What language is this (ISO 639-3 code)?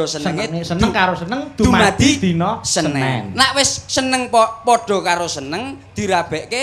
jav